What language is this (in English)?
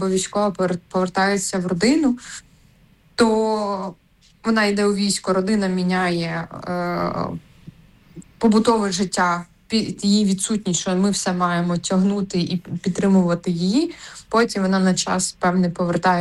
Ukrainian